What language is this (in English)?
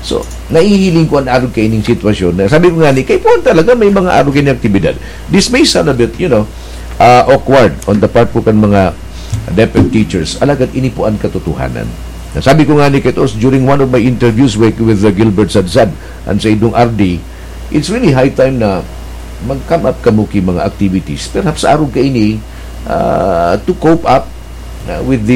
Bikol